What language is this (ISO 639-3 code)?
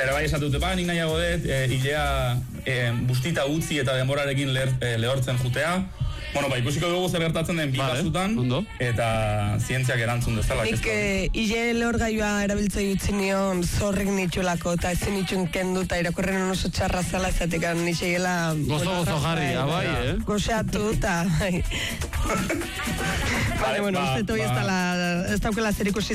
eus